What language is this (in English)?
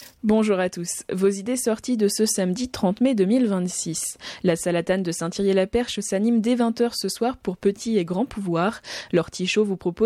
French